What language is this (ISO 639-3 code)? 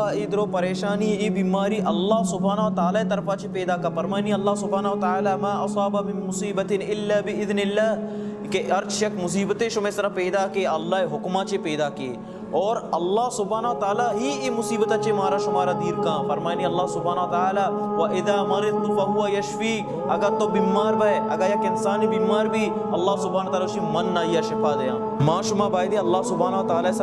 bal